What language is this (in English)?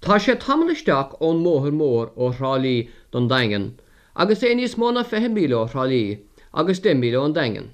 Irish